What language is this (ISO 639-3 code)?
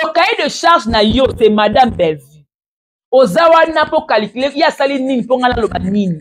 lin